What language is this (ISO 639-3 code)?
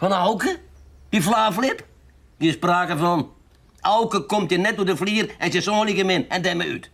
fry